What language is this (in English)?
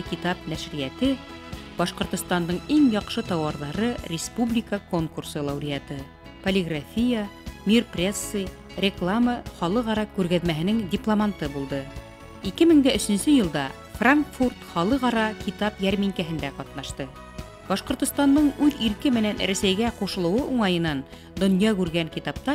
Bashkir